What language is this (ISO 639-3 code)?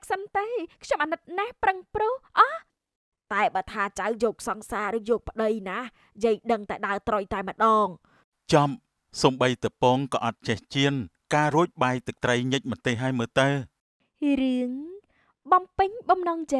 khm